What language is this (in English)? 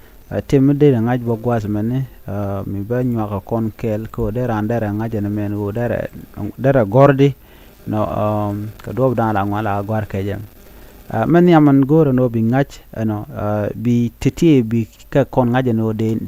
Nuer